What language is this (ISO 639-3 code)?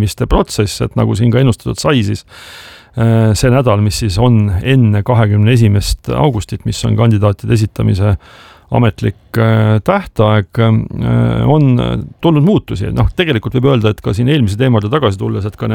est